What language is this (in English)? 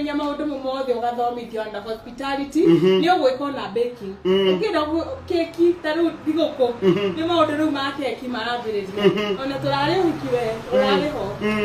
Kikuyu